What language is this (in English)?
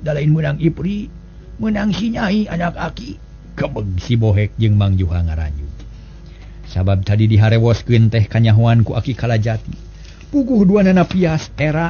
Sundanese